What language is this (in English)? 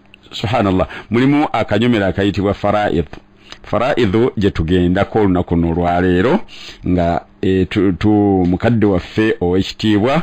Ganda